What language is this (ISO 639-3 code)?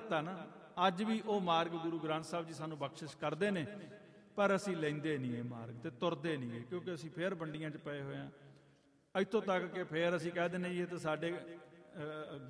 pan